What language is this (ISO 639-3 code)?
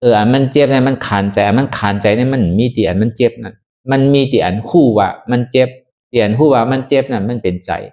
shn